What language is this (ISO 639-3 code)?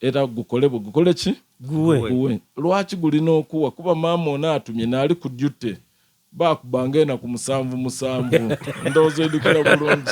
xog